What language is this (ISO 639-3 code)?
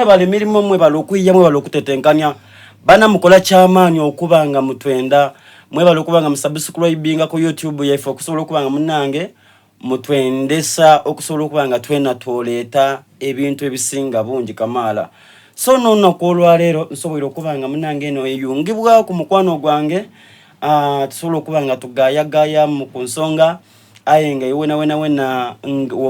xog